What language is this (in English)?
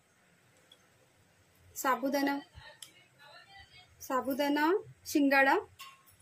Marathi